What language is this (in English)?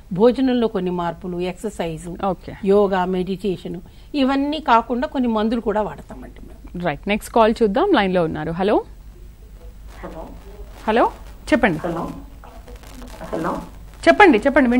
Telugu